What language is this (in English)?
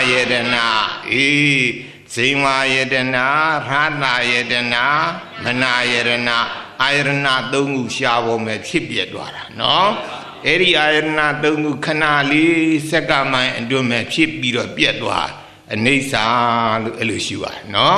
Burmese